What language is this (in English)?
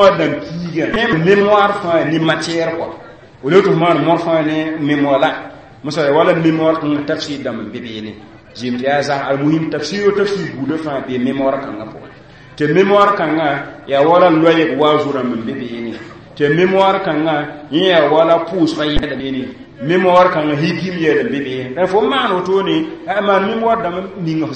Mossi